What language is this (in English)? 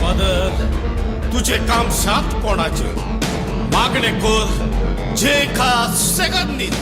Konkani